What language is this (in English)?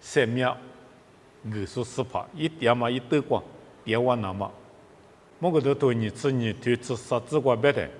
Lisu